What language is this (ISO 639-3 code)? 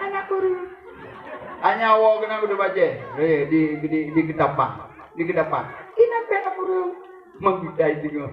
ace